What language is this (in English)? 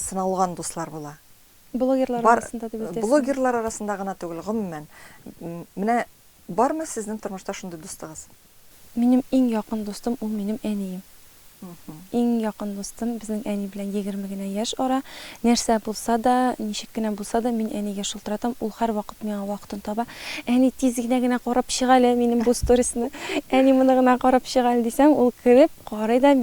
Tatar